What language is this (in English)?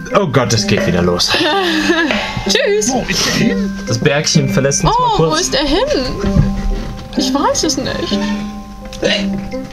German